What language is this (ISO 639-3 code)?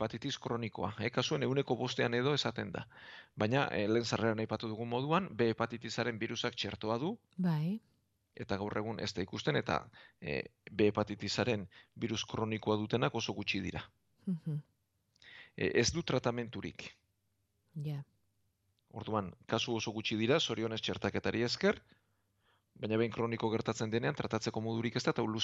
eus